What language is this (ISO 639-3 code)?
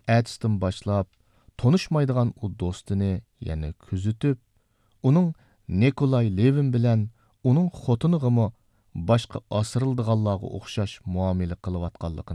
uig